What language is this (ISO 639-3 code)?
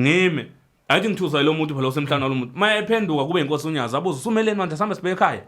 zul